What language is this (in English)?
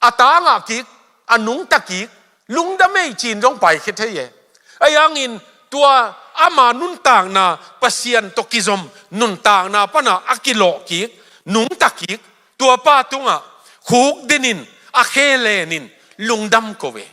Tedim Chin